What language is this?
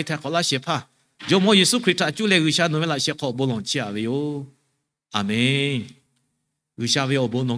Lahu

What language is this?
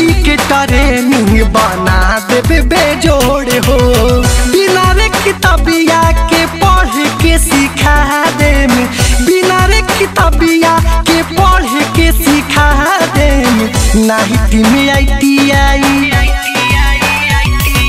Bhojpuri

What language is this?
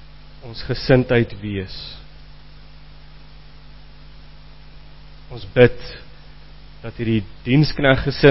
Afrikaans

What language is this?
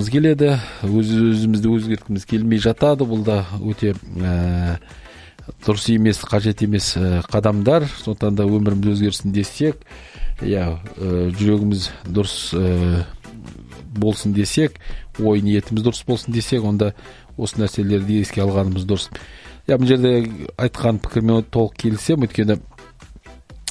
Kazakh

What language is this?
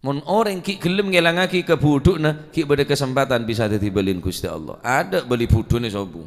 Madurese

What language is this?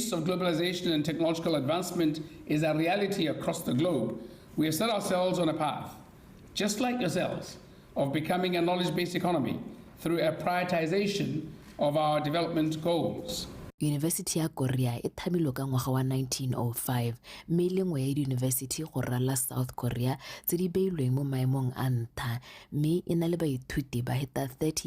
Tswana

